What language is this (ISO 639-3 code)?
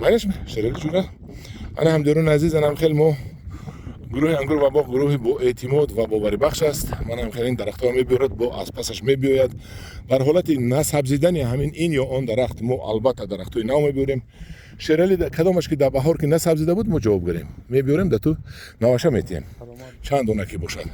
tgk